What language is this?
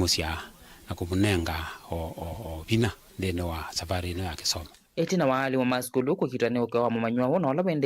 Kamba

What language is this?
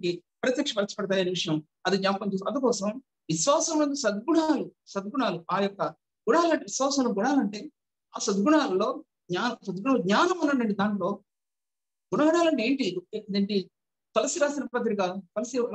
Telugu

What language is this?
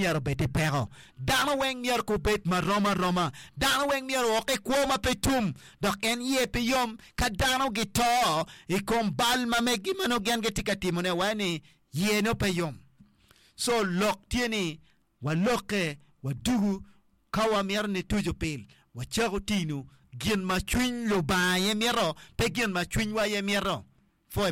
Acoli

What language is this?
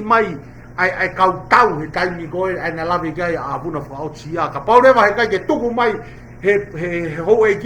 Tongan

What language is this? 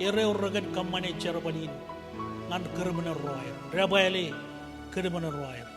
Marshallese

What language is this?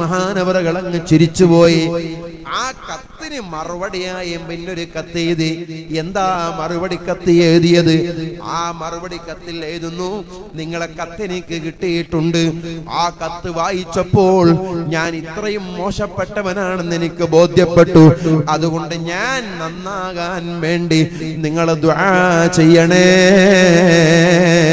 Malayalam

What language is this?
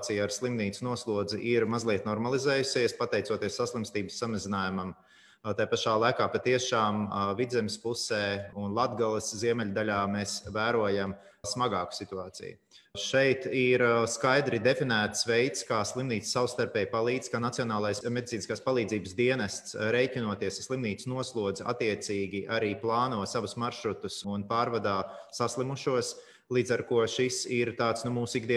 Latvian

